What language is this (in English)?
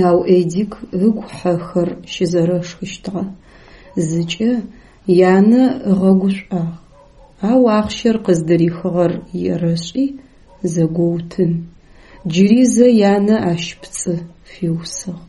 Adyghe